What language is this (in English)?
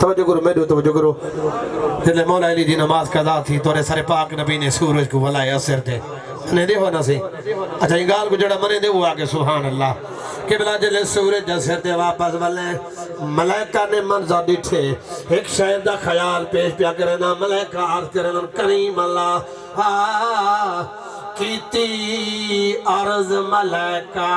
Saraiki